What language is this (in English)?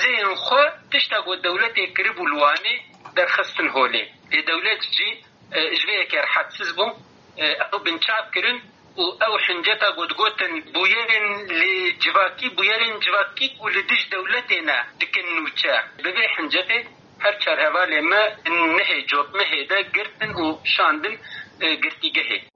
Kurdish